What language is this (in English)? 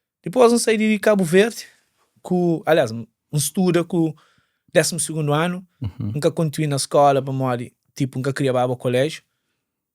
Kabuverdianu